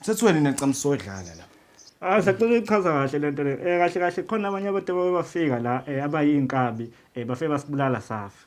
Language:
Zulu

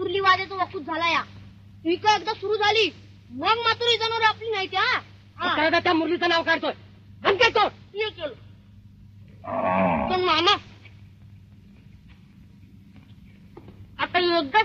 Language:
Marathi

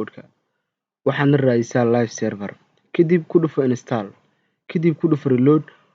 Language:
Somali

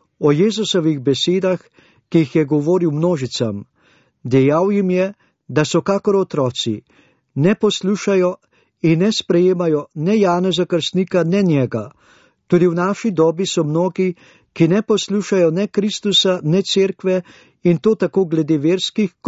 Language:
Slovenian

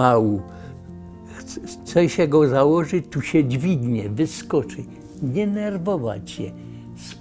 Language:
Silesian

